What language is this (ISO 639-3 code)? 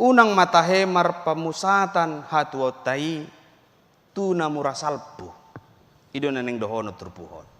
bbc